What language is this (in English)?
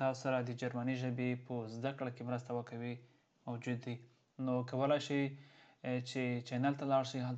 Pashto